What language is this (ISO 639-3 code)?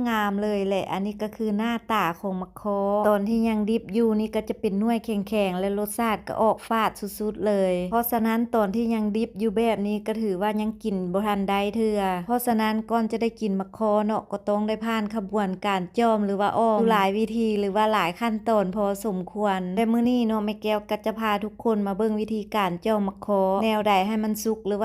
lao